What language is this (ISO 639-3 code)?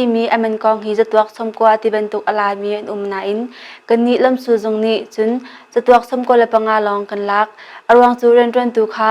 cnh